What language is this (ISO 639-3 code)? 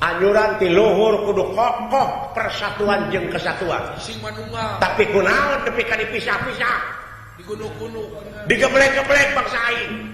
sun